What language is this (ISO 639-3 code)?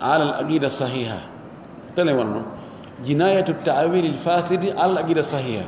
fuf